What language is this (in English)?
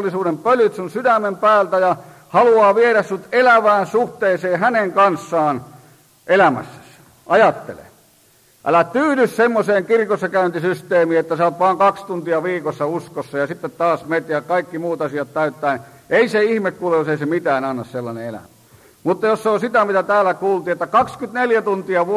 Finnish